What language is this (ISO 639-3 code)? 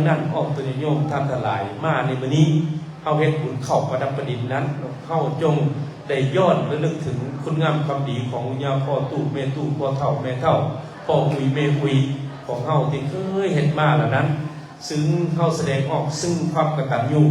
lao